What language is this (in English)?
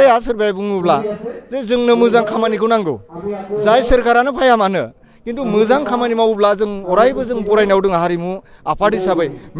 Bodo